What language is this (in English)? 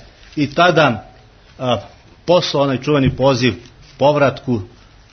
Serbian